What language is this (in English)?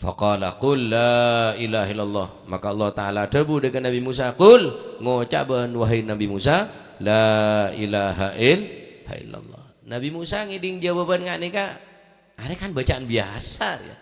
Madurese